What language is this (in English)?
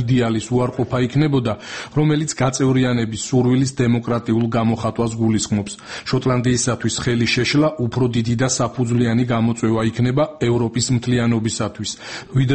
Georgian